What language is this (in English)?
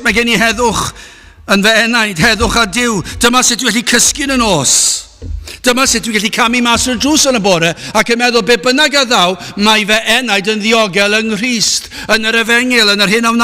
Welsh